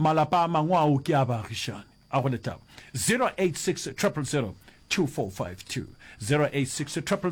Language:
Northern Sotho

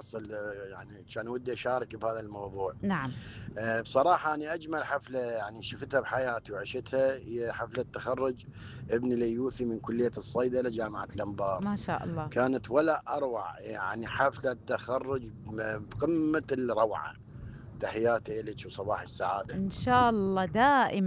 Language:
Mesopotamian Arabic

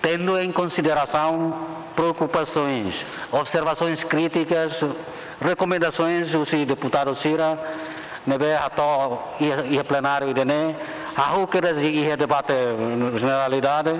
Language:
Tetum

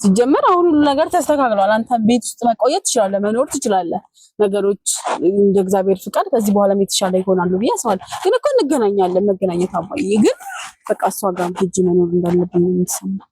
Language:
Amharic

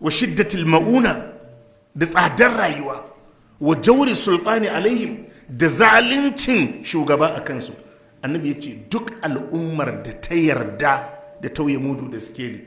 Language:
Hausa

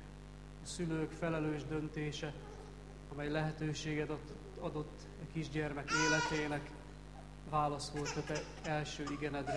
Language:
Hungarian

